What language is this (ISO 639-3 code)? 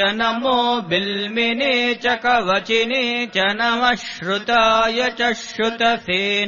san